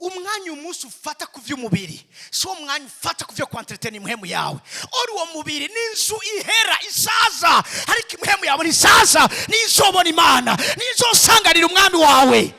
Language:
Rundi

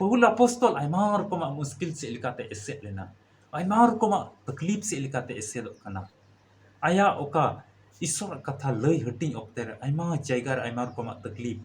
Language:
Santali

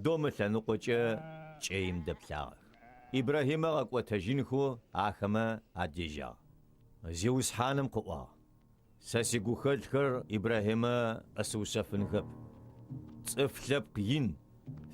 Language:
Adyghe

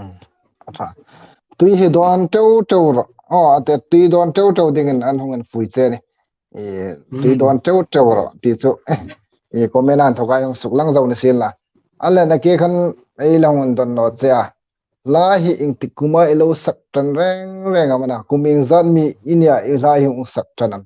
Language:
Hmar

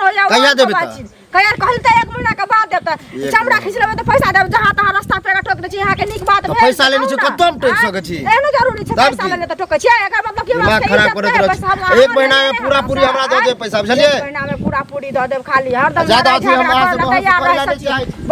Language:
Maithili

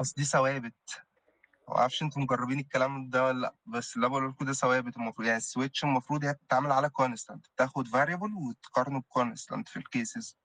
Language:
Egyptian Arabic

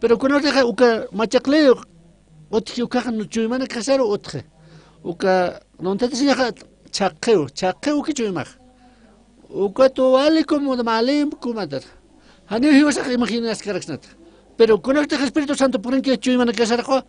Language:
Aymara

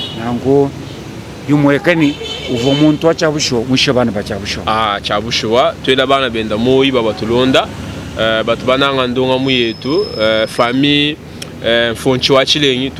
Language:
Luba-Lulua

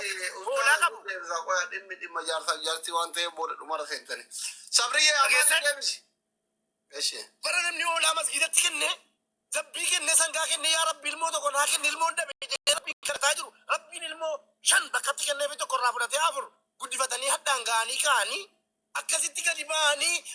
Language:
Oromo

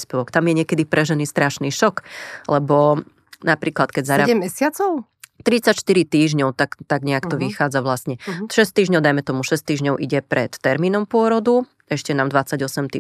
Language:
Slovak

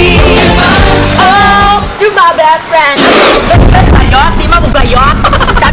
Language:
Cebuano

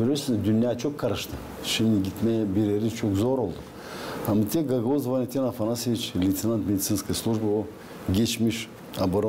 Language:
Gagauz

